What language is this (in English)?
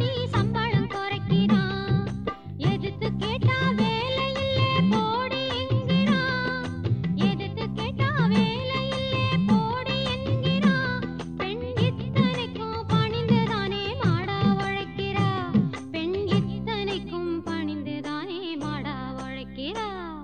Tamil